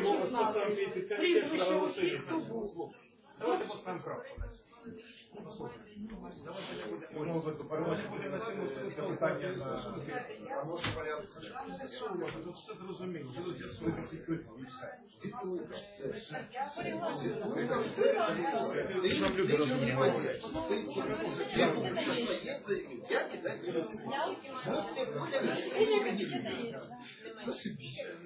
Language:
Ukrainian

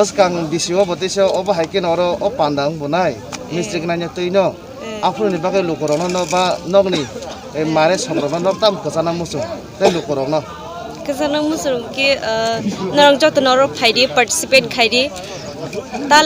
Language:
Kok Borok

